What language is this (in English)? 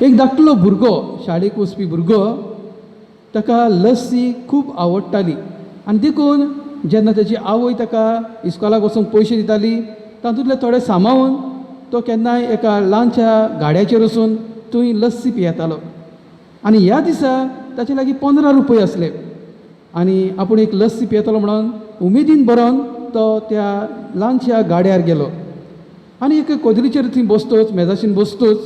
Konkani